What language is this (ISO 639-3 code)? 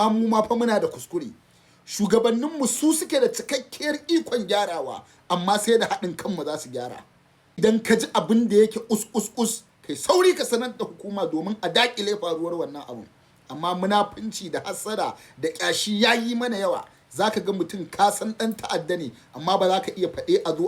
hau